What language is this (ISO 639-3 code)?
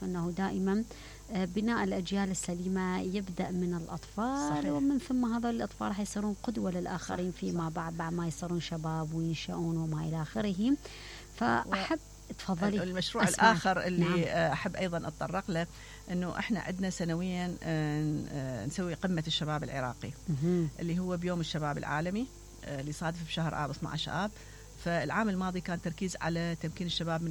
acm